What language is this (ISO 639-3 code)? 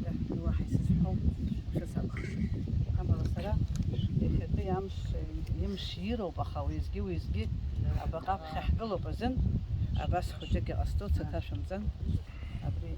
abk